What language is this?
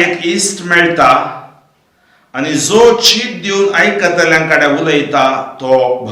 Konkani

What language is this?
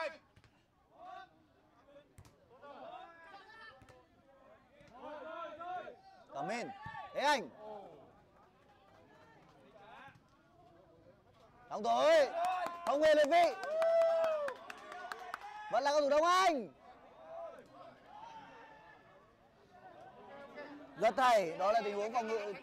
Vietnamese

